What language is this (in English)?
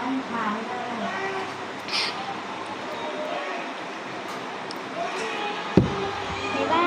Lao